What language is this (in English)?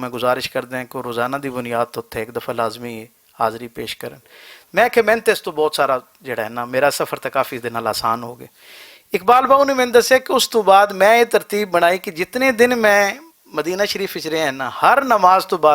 Western Panjabi